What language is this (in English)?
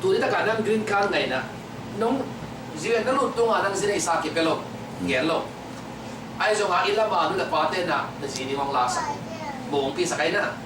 Tedim Chin